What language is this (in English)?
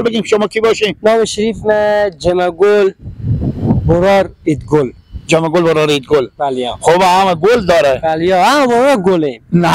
Persian